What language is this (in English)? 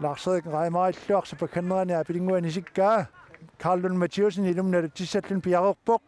Kalaallisut